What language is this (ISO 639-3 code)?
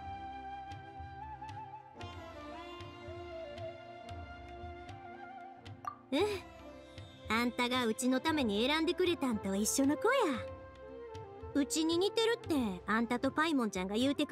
jpn